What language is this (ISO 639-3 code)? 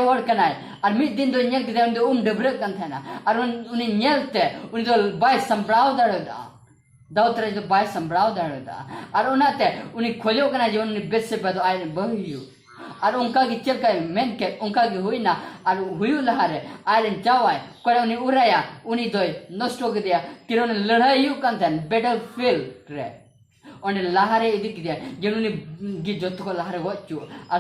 sat